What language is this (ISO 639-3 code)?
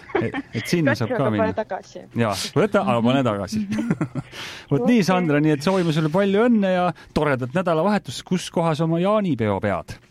est